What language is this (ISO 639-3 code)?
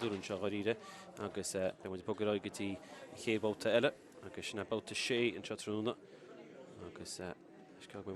gle